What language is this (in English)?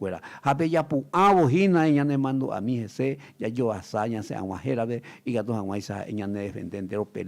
Guarani